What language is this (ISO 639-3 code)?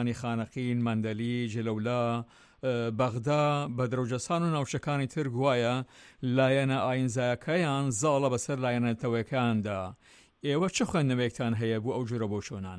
ckb